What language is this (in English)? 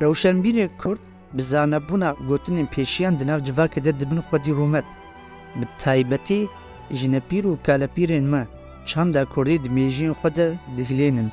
Kurdish